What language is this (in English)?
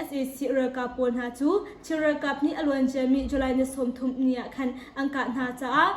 Hakha Chin